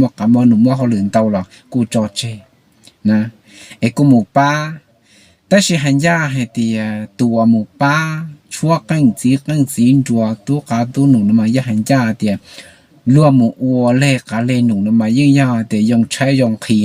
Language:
Hmong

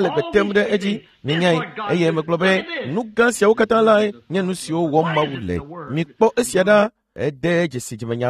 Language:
Ewe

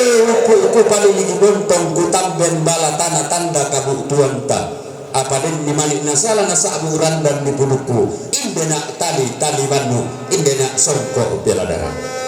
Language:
Toraja-Sa'dan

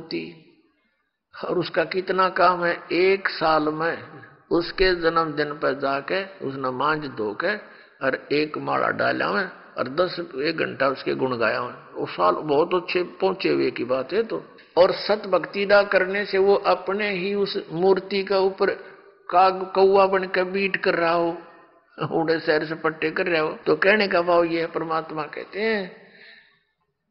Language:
Hindi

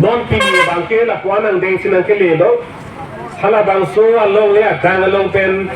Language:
Karbi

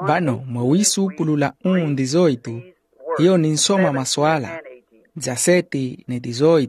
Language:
Makhuwa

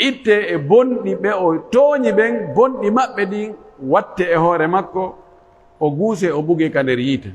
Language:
Pular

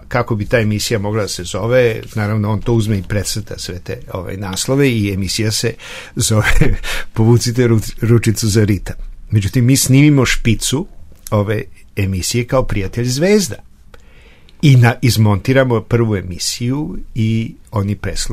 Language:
Serbian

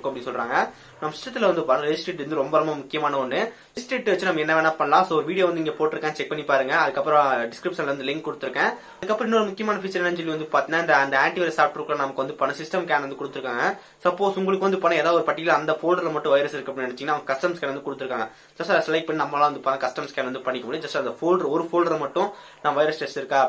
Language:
Tamil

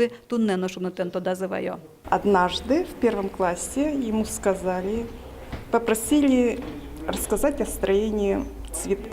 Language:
Udmurt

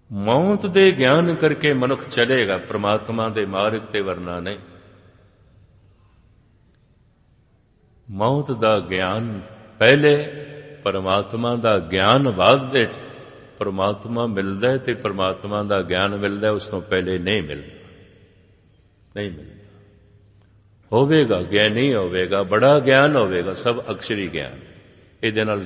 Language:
Punjabi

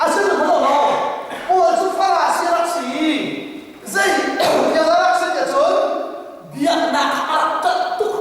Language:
Hakha Chin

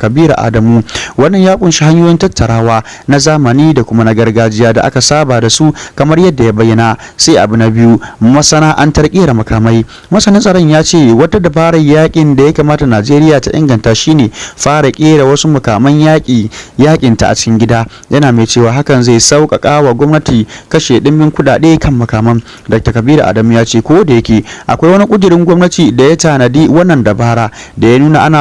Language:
Hausa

